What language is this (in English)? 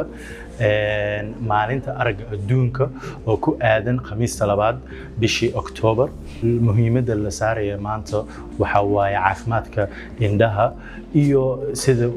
Somali